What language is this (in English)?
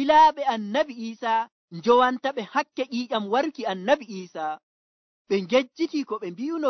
Nigerian Fulfulde